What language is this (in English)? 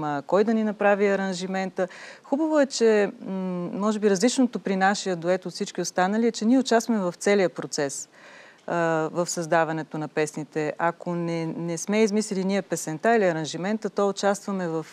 Bulgarian